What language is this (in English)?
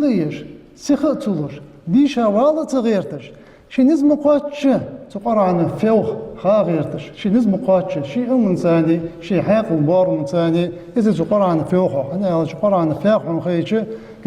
Ingush